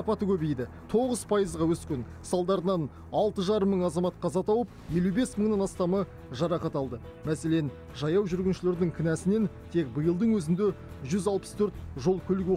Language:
Kazakh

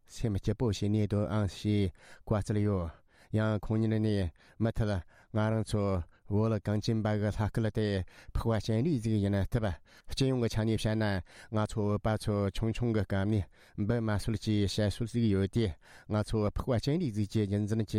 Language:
Tibetan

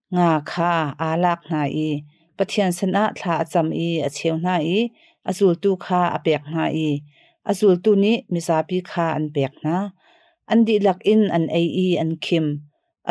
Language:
Hakha Chin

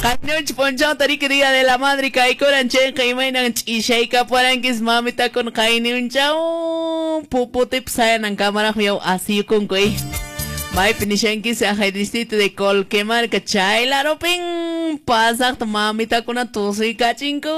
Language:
Quechua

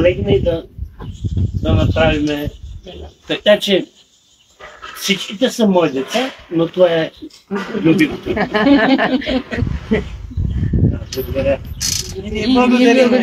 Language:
Bulgarian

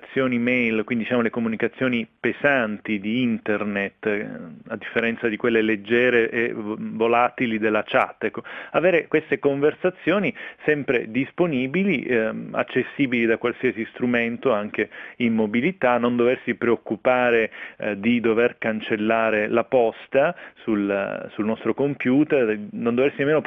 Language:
Italian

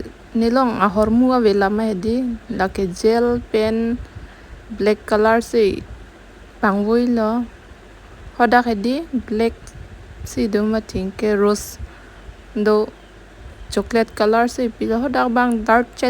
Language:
Karbi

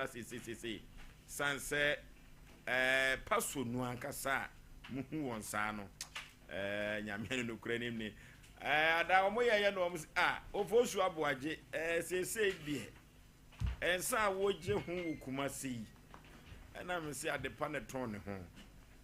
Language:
Akan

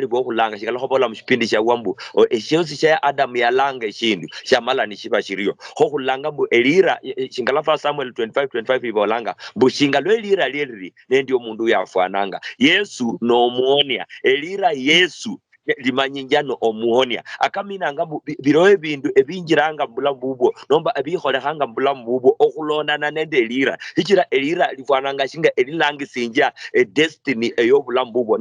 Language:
Luyia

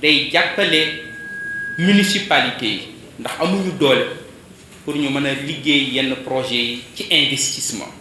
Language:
Wolof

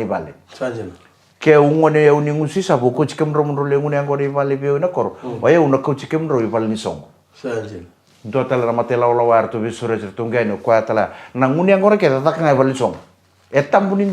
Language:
Fijian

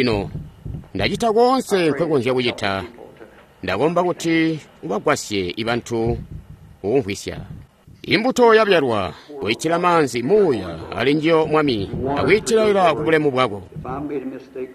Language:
Tonga (Zambia)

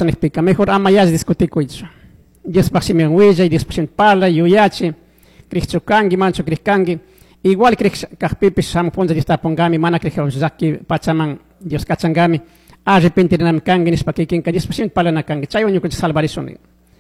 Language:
Chimborazo Highland Quichua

